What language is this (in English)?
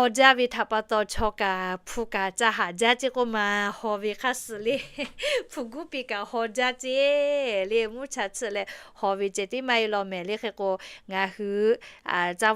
Lahu